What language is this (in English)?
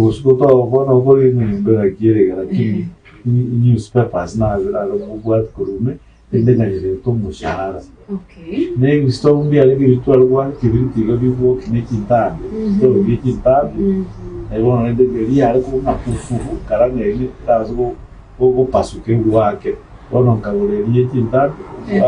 Gusii